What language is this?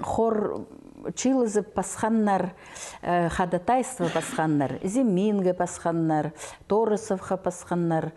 Khakas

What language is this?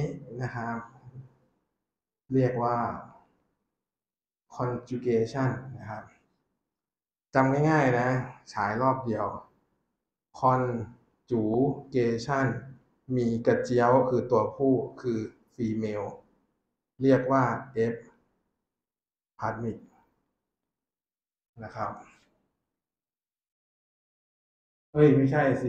Thai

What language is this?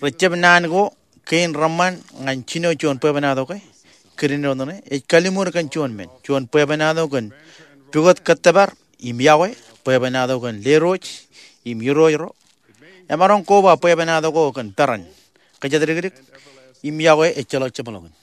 Marshallese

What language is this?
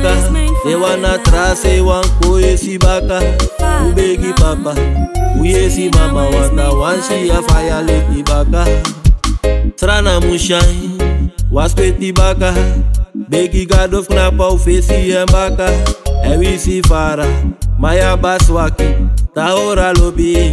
Dutch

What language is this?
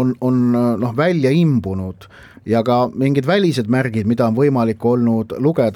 Estonian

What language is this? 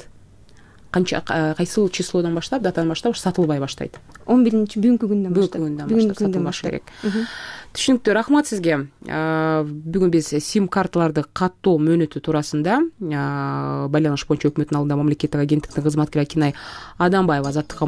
Kyrgyz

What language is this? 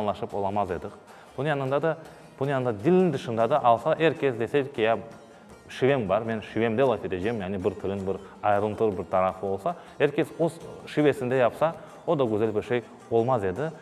Crimean Tatar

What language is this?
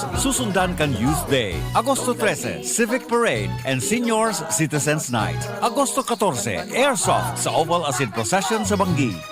Bikol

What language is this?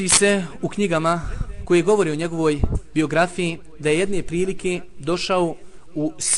Bosnian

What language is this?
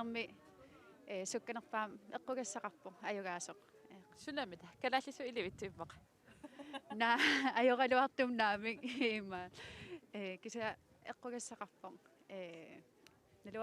Kalaallisut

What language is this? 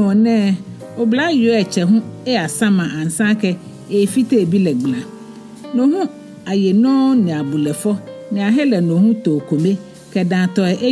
Ga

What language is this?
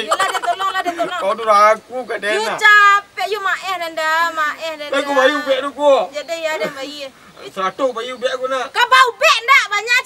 Minangkabau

